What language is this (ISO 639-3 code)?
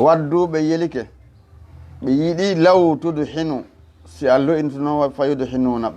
ful